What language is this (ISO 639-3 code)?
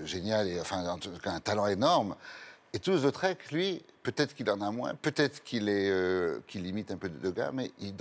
fra